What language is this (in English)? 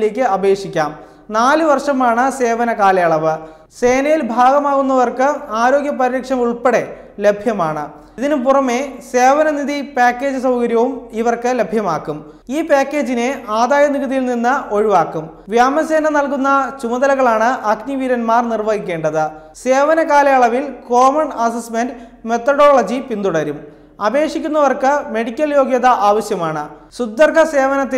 Malayalam